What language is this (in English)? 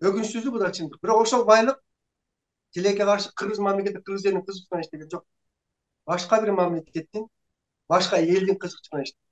Kyrgyz